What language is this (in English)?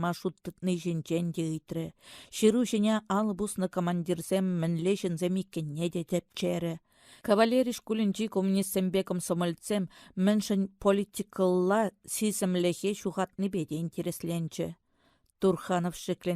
Chuvash